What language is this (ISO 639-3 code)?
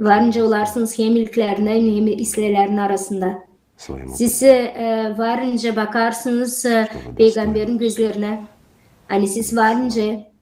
gag